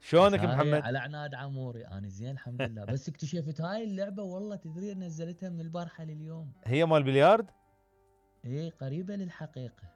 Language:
Mesopotamian Arabic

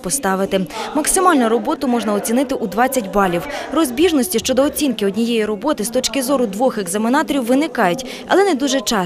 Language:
Ukrainian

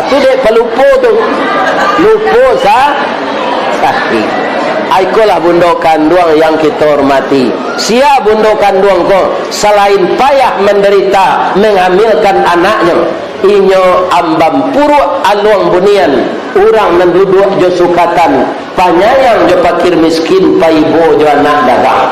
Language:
Minangkabau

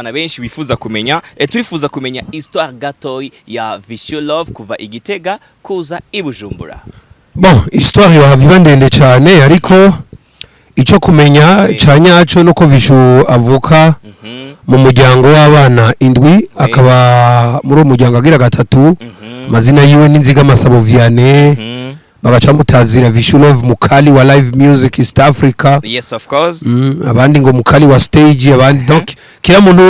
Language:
Rundi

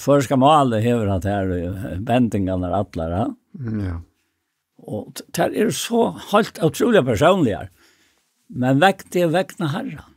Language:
Faroese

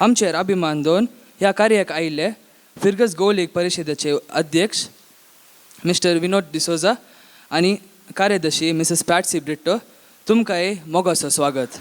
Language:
Konkani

